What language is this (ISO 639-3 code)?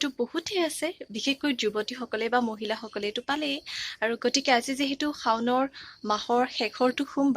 asm